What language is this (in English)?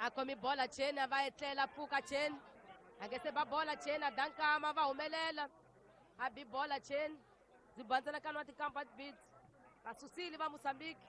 Tsonga